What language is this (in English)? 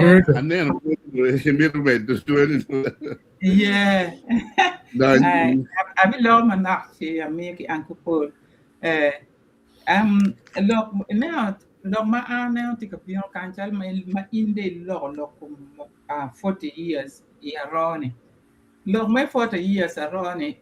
Acoli